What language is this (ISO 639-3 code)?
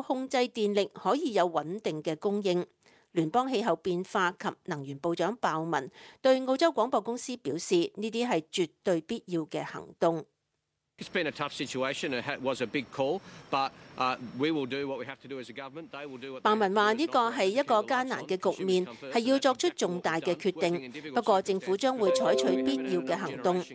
yue